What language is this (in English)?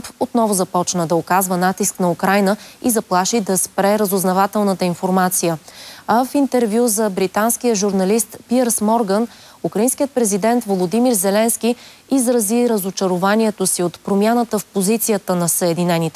Bulgarian